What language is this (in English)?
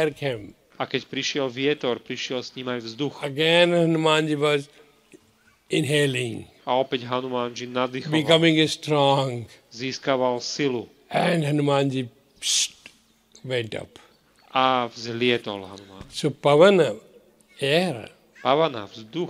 Slovak